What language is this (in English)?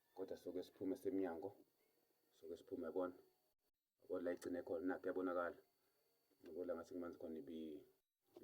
Zulu